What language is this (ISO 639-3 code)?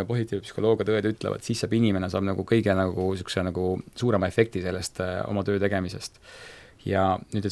est